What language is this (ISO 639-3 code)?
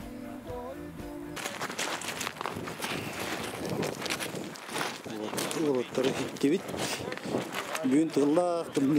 kaz